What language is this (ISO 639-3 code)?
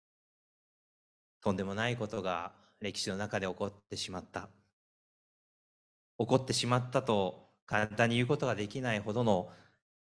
jpn